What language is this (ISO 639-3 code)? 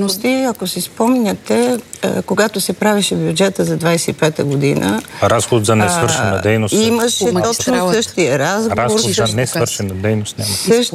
bul